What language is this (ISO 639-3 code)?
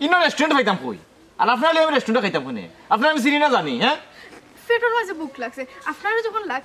syl